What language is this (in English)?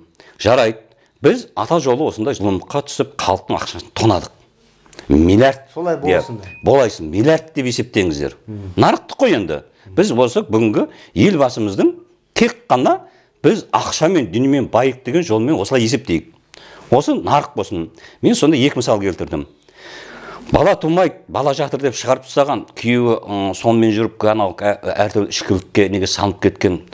Kazakh